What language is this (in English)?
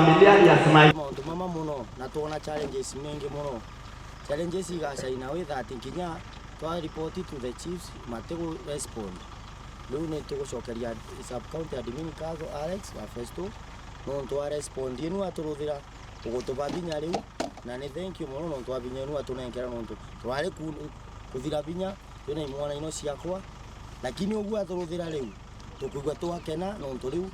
Meru